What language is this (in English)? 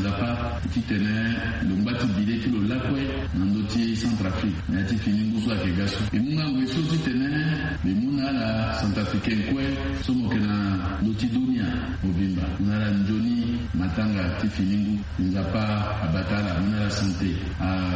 Sango